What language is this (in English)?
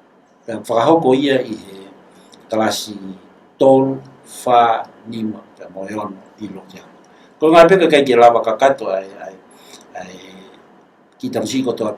Tongan